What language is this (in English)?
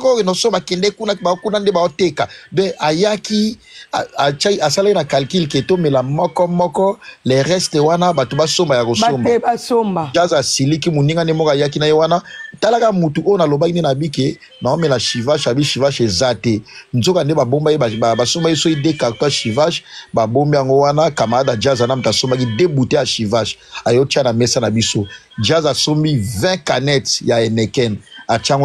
Lingala